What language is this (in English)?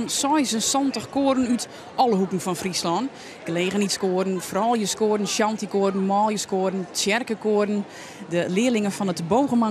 Western Frisian